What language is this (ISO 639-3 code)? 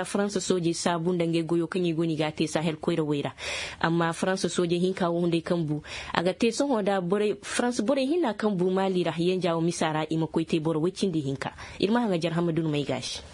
ses